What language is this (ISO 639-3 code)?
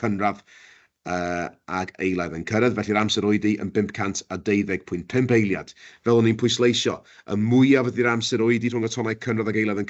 cym